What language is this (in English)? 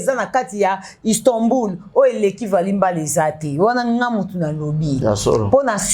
Lingala